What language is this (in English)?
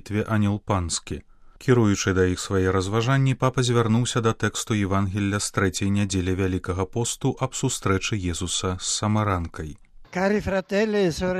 Belarusian